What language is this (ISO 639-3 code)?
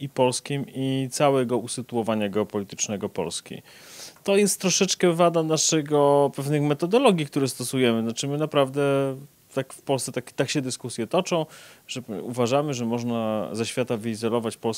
pol